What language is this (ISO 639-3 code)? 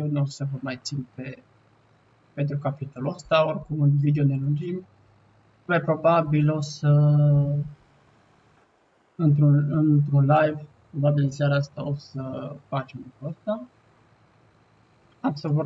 ron